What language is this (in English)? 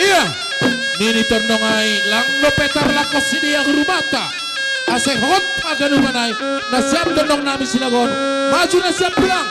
Batak Simalungun